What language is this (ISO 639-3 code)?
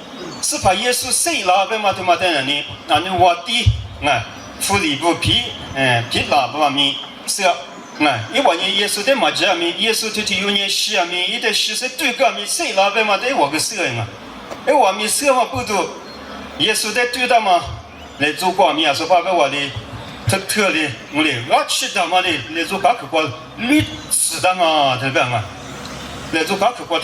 lis